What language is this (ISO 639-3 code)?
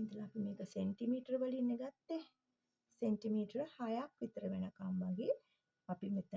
sin